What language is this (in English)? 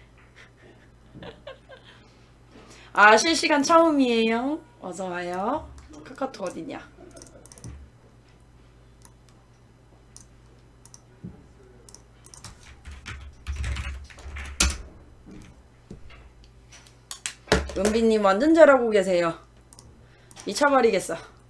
Korean